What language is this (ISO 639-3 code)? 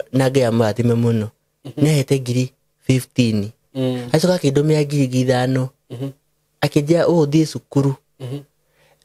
kik